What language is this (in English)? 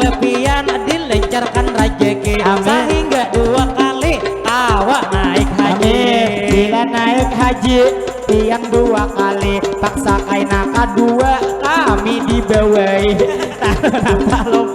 Banjar